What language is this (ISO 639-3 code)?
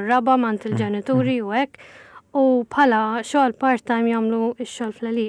mlt